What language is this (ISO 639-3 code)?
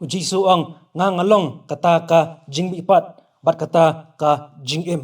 kha